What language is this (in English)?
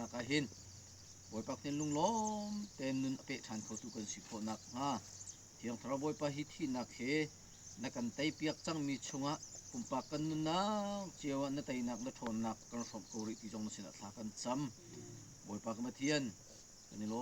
Hakha Chin